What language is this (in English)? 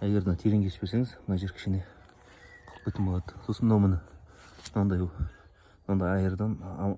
Kazakh